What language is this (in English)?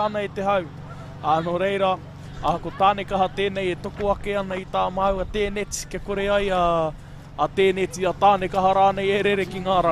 Māori